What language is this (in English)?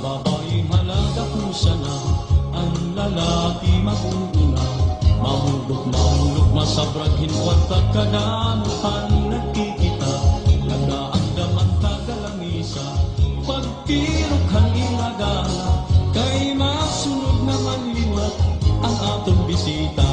Waray